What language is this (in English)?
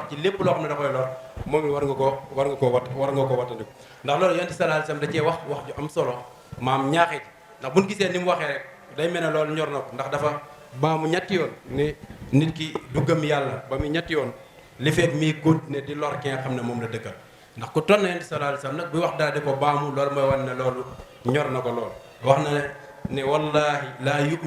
Wolof